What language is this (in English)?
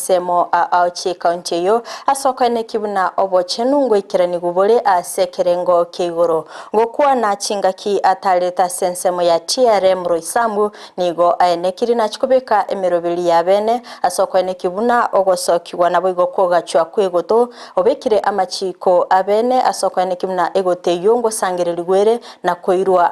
Gusii